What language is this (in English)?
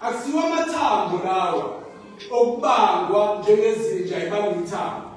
Zulu